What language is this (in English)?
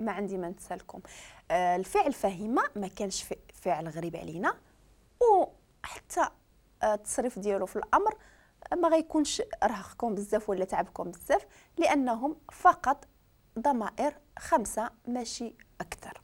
Moroccan Arabic